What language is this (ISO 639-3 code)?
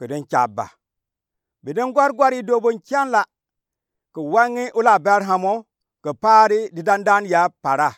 gux